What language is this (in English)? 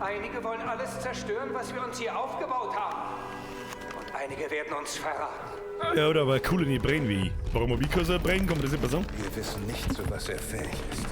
Bavarian